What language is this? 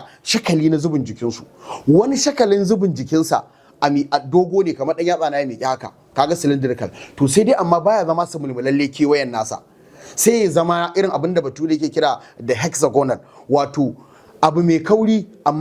Hausa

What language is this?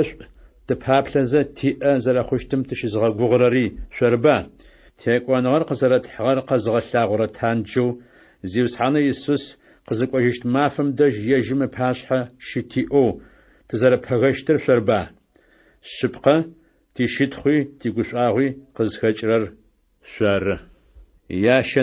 Adyghe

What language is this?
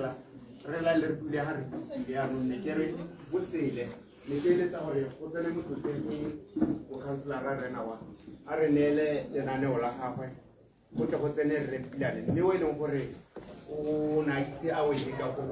Tswana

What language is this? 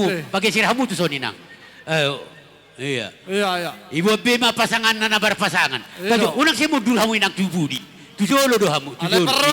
Batak Toba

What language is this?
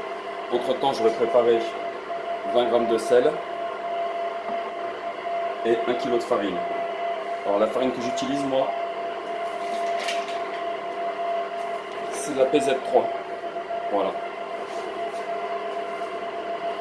French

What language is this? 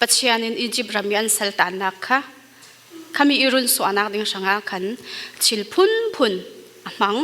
Falam Chin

